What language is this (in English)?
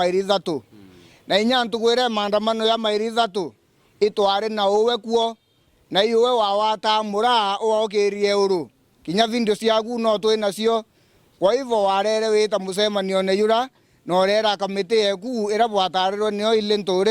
Meru